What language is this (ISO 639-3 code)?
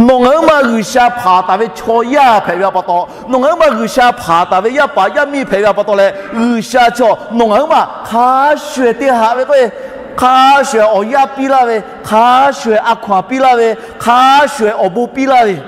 lhu